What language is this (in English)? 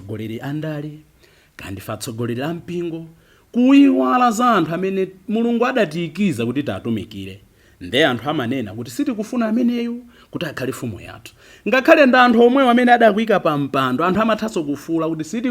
Nyanja